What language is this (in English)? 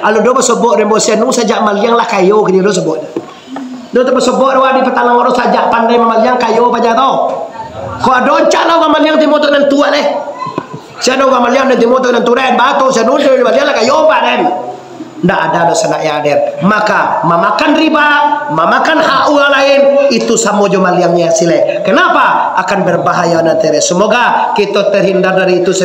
Minangkabau